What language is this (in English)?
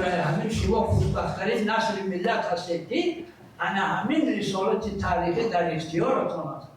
Tajik